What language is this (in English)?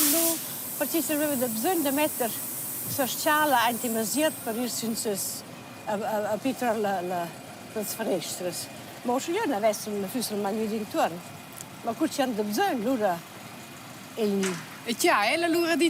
Romansh